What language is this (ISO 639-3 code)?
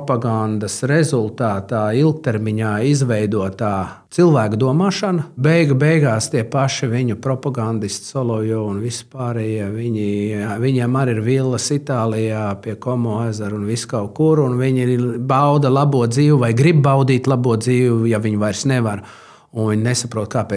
lav